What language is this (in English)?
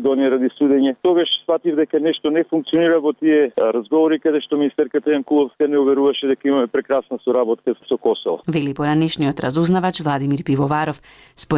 Macedonian